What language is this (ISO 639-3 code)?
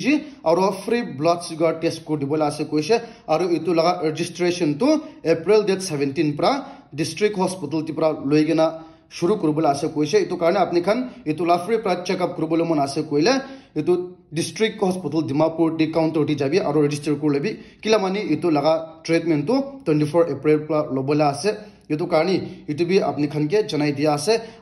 nag